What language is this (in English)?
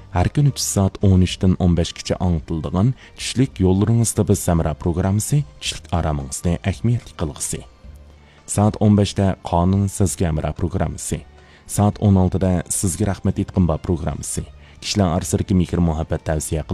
Uyghur